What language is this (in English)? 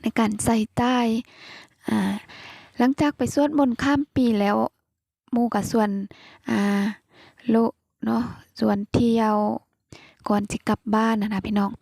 Lao